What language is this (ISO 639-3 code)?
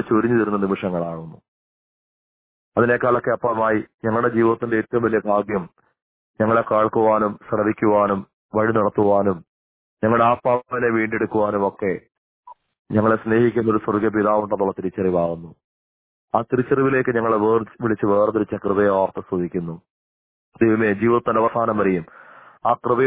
mal